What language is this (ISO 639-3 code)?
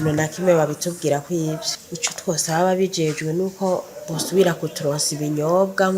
run